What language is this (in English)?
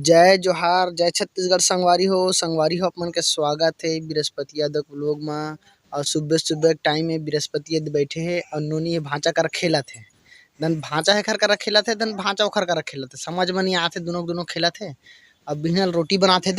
Chhattisgarhi